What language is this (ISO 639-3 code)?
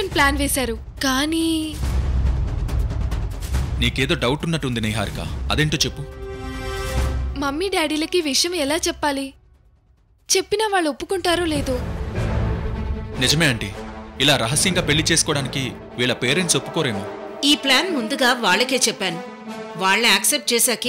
tel